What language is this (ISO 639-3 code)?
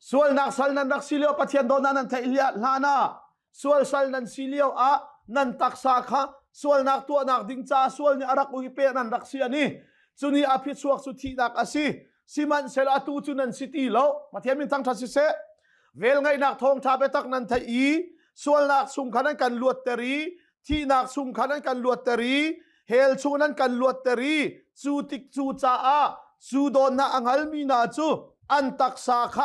cnh